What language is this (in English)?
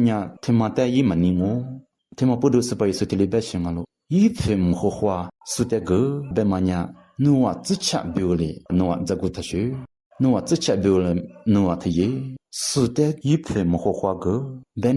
Lisu